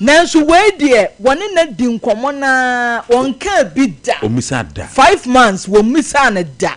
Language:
Akan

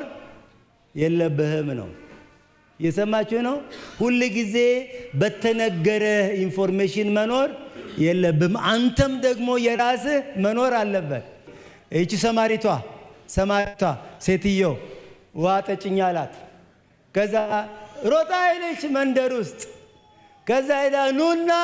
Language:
Amharic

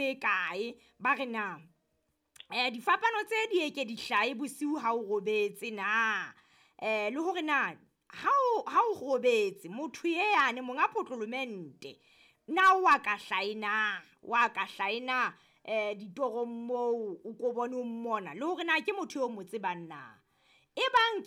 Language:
Southern Sotho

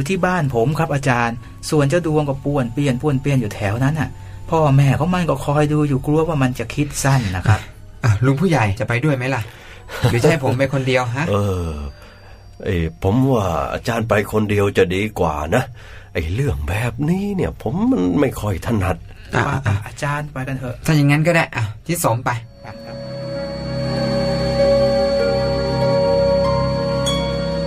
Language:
Thai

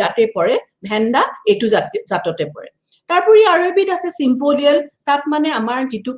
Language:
Assamese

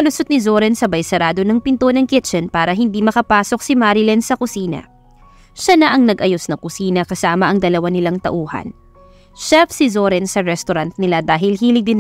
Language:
Filipino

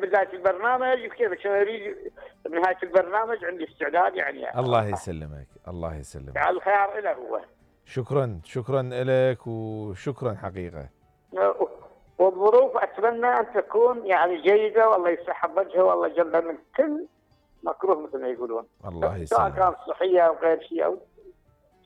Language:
Mesopotamian Arabic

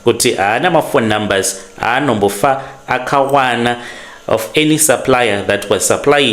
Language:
Shona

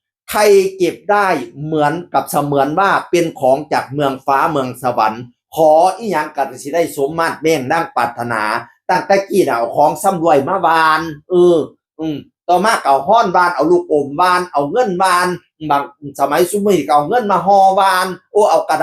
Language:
Northeastern Thai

